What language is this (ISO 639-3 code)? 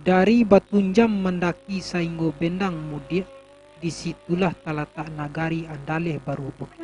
min